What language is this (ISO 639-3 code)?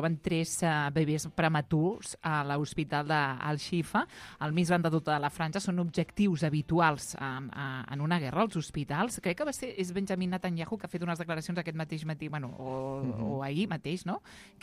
cat